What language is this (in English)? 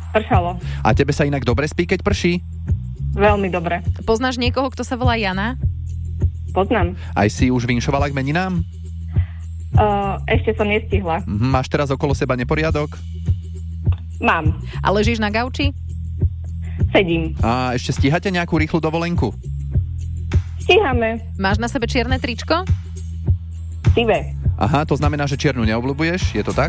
Slovak